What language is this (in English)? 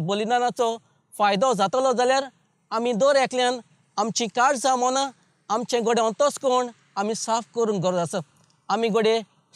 Konkani